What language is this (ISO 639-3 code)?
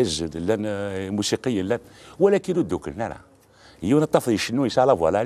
kab